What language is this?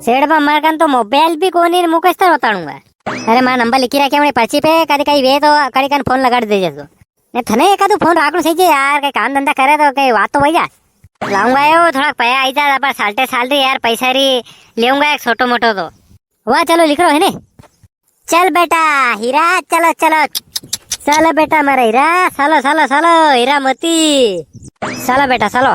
Rajasthani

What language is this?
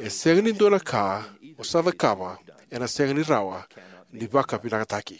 Fijian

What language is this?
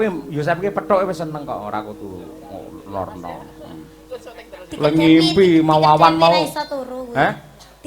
Javanese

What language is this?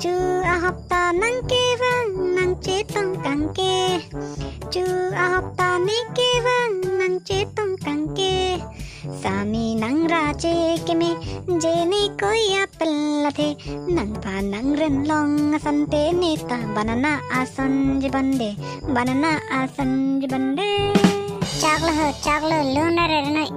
Karbi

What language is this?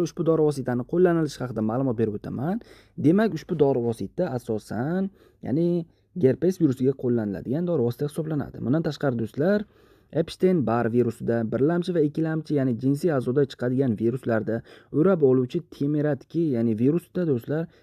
Uzbek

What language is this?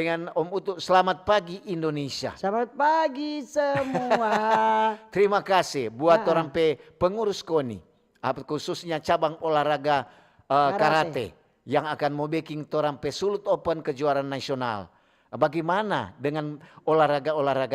Manado Malay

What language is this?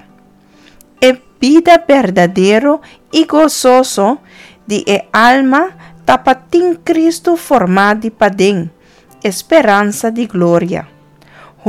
Papiamento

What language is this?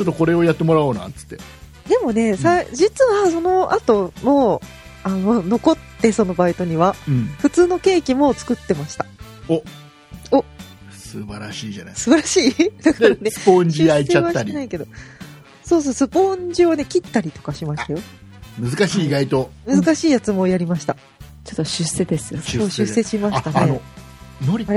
Japanese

